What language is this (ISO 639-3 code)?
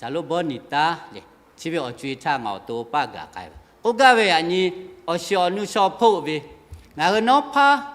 lhu